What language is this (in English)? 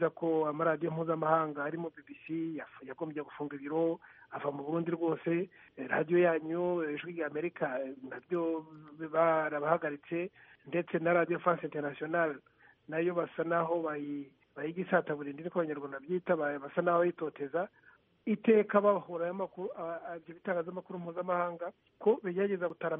Kinyarwanda